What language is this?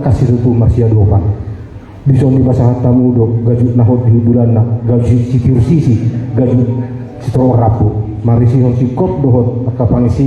Batak Toba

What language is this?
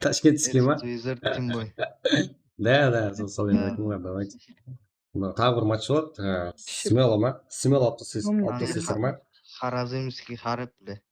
Kara-Kalpak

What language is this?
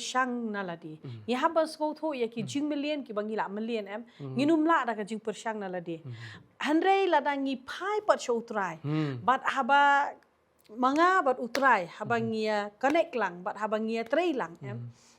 Khasi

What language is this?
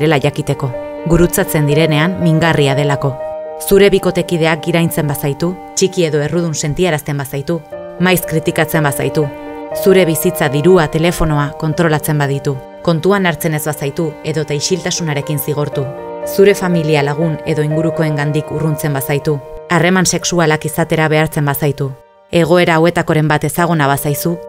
Basque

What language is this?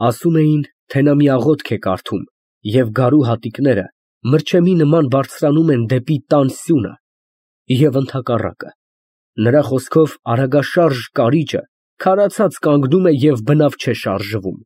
Armenian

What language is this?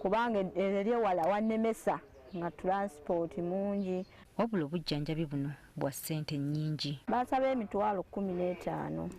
Ganda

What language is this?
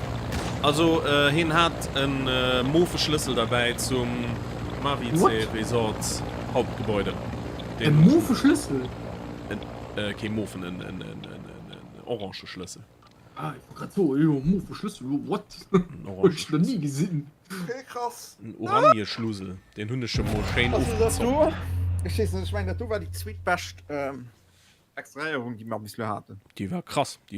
Luxembourgish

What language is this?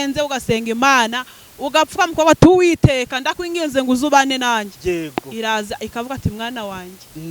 Kinyarwanda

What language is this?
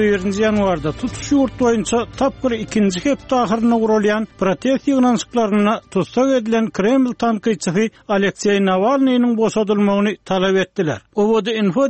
Turkmen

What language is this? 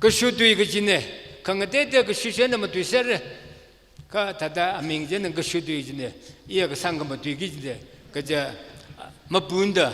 Tangkhul Naga (India)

